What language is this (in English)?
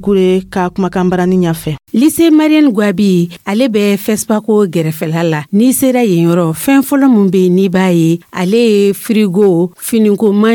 Dyula